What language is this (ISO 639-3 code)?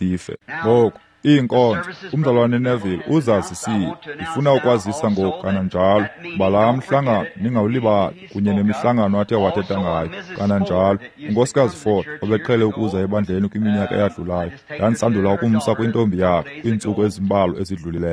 xho